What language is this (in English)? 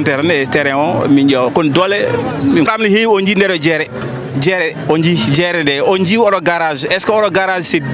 Fula